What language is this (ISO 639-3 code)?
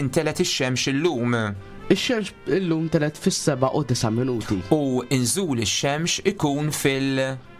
mlt